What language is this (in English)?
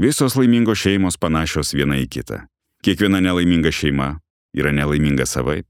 Lithuanian